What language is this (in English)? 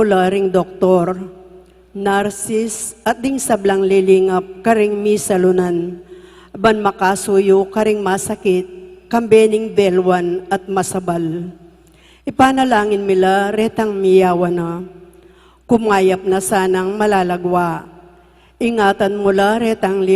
Pampanga